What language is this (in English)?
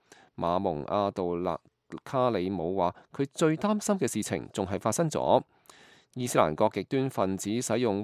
Cantonese